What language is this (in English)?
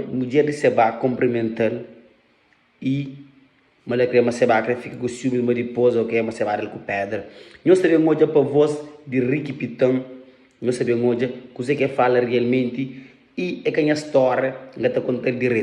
Kabuverdianu